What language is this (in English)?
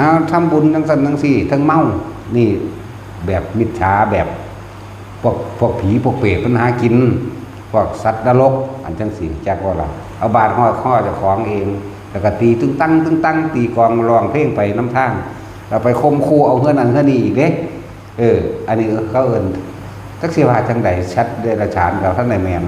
Northeastern Thai